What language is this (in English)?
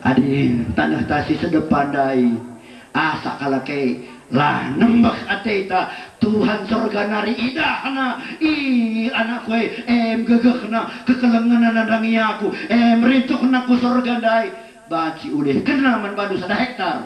Batak Karo